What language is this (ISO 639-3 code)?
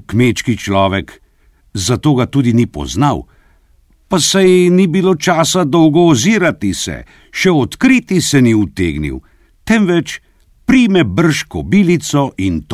slv